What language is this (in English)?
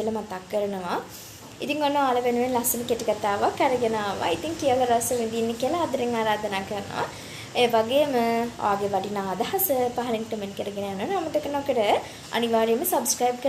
Sinhala